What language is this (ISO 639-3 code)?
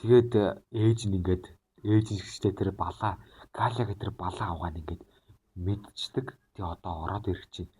mon